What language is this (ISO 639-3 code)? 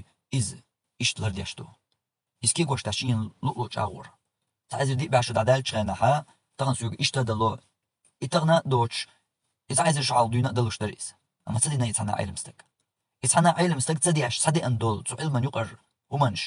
che